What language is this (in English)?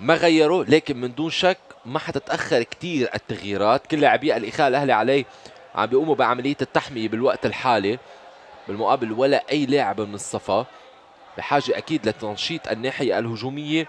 North Levantine Arabic